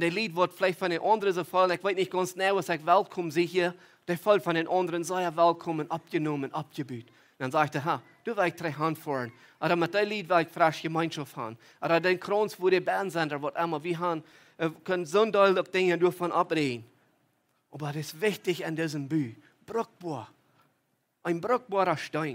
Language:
Plautdietsch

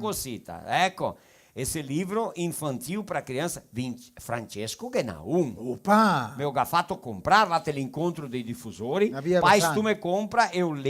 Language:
Venetian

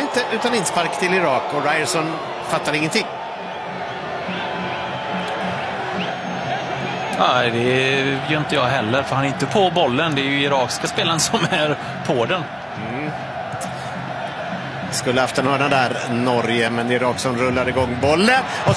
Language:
Swedish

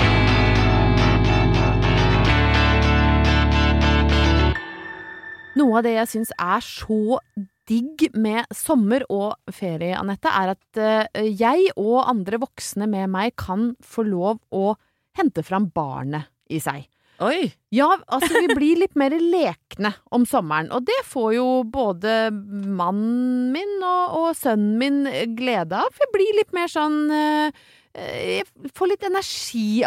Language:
Norwegian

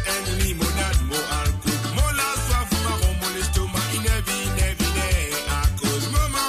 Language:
Morisyen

